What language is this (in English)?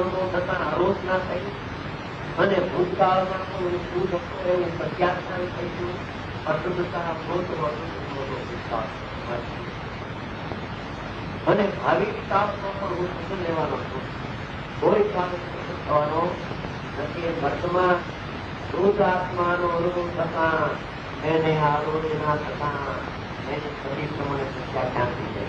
Gujarati